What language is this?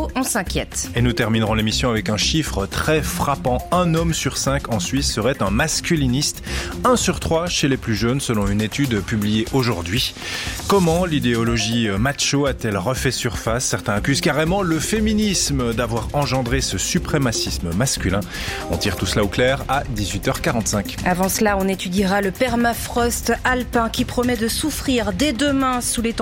French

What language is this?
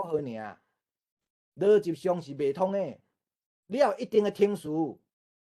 Min Nan Chinese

